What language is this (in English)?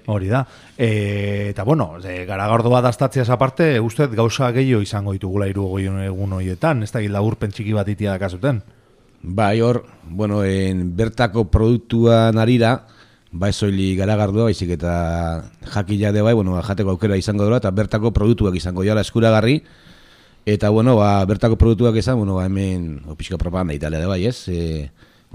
Basque